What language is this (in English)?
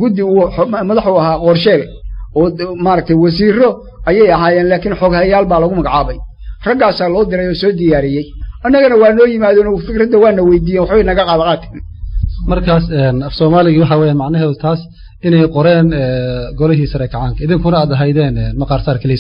Somali